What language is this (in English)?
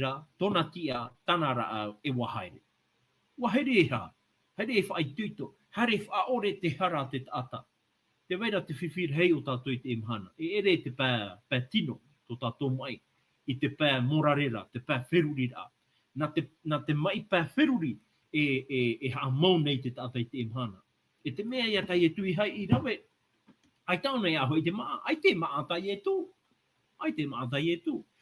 Tahitian